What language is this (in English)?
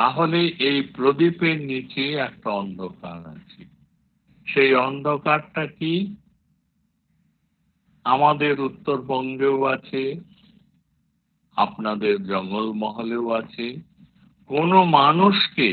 Bangla